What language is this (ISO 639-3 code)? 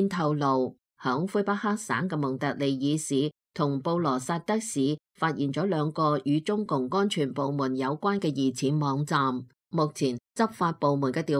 yue